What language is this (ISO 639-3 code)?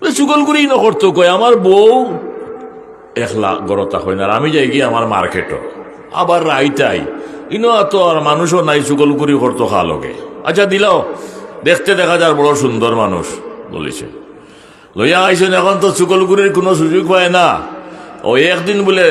syl